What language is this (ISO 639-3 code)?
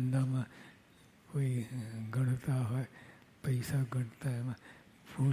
guj